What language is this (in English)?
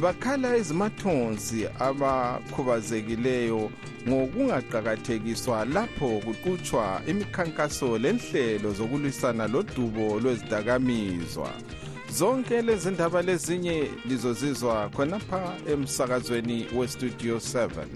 North Ndebele